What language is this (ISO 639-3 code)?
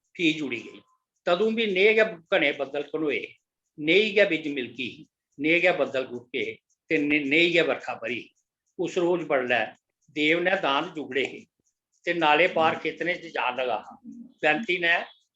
doi